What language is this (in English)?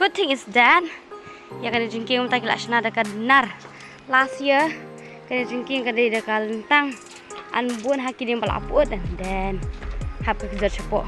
Khasi